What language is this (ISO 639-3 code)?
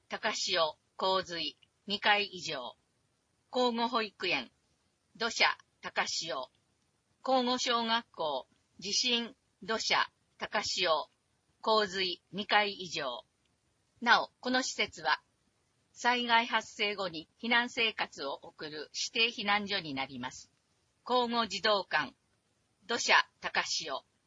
jpn